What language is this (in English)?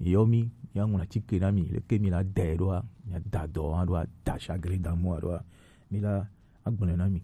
Gen